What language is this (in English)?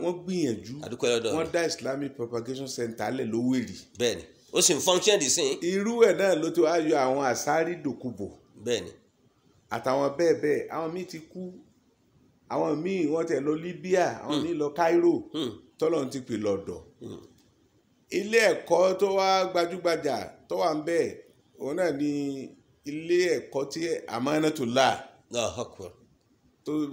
Yoruba